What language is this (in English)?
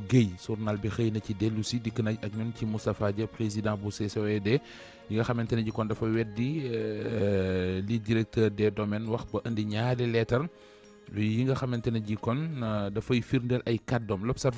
Wolof